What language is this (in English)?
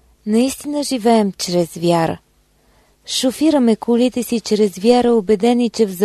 Bulgarian